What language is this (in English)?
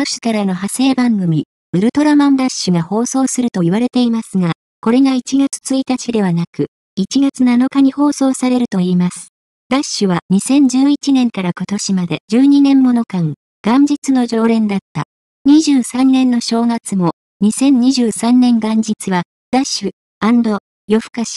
Japanese